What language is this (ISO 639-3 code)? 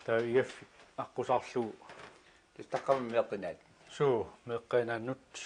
kal